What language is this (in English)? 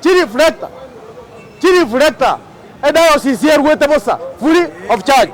Gusii